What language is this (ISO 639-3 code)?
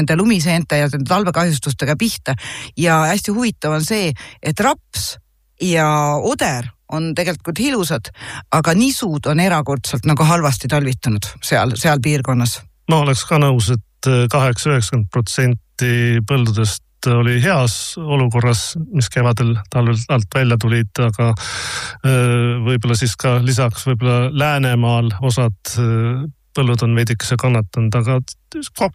est